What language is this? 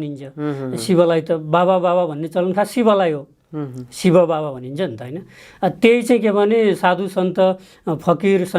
Nepali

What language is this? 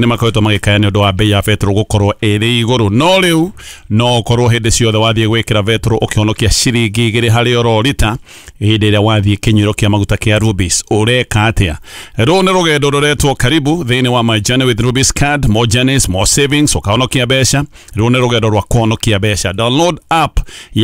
Kikuyu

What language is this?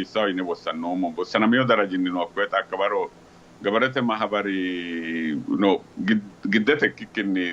Sidamo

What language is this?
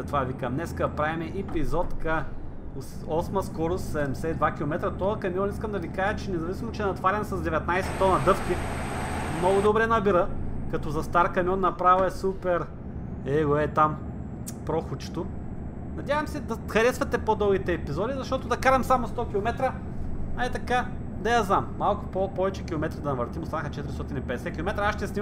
Bulgarian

